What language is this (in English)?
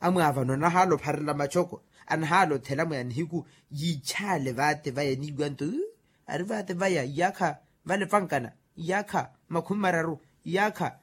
Makhuwa